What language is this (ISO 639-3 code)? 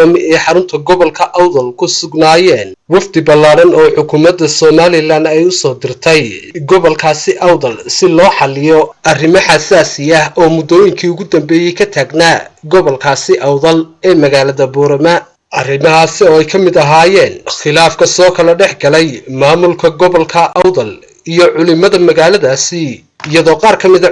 som